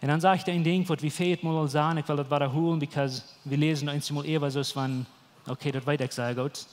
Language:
Plautdietsch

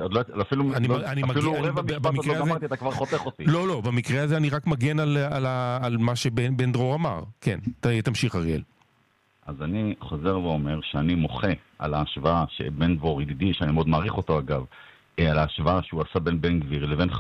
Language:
Hebrew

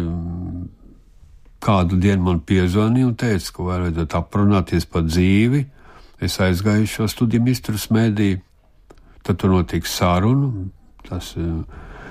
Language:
Latvian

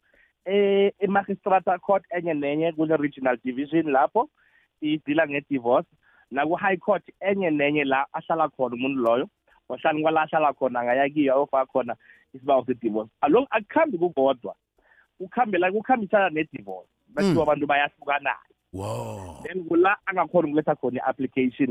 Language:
South Ndebele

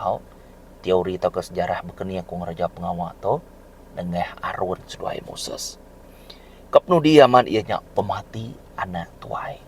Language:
Iban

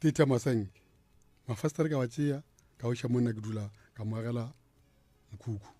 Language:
Northern Sotho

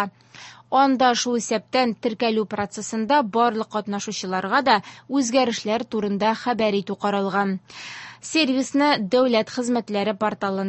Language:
Tatar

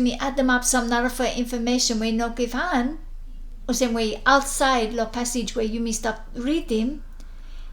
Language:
Bislama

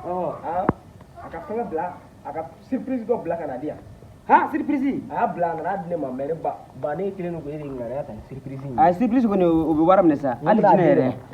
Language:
Bambara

